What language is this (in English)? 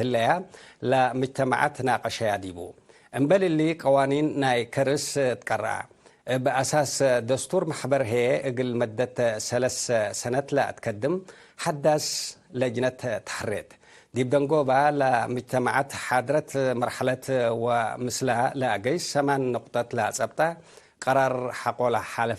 Tigre